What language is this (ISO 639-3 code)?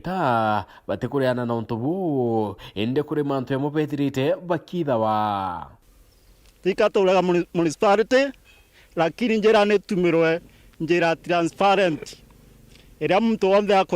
mer